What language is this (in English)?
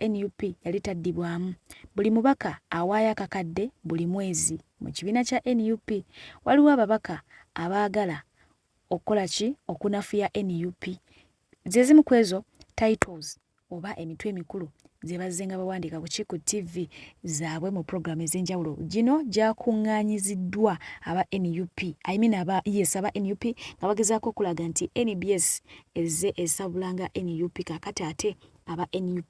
Ganda